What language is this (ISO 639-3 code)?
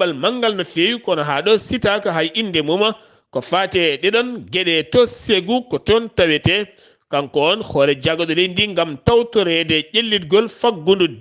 ful